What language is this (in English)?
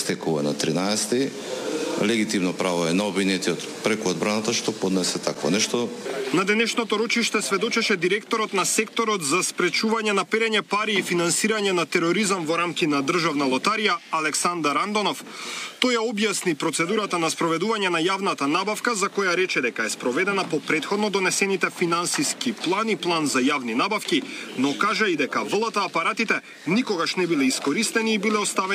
Macedonian